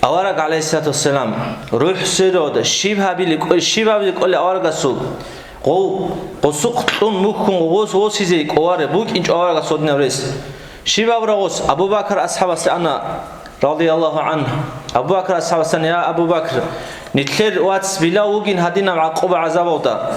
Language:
Avaric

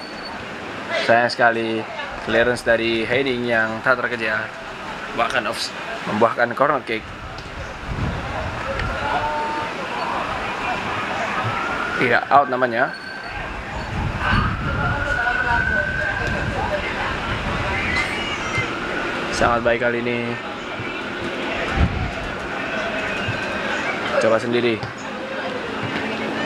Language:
Indonesian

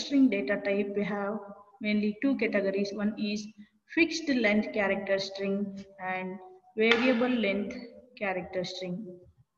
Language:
English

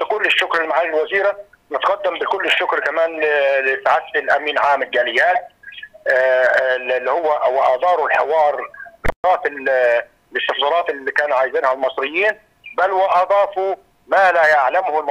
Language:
Egyptian Arabic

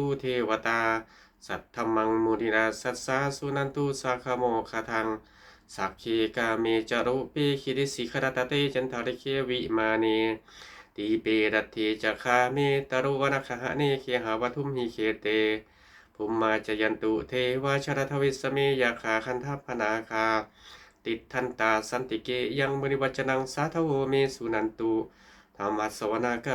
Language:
Pali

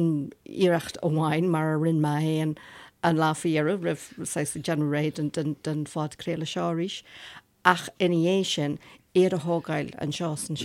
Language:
Irish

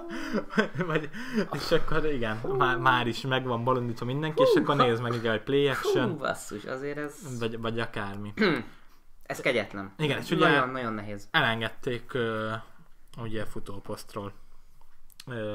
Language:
Hungarian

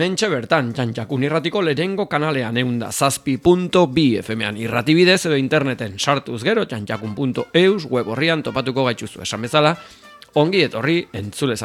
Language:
Basque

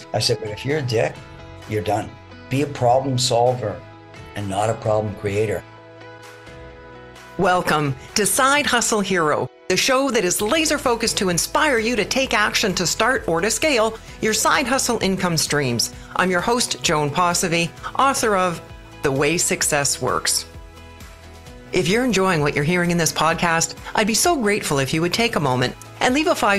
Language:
English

